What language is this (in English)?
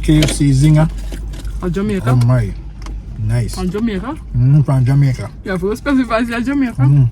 Jamaican Creole English